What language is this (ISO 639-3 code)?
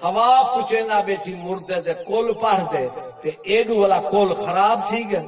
skr